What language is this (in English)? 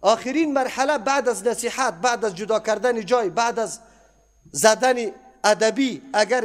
Persian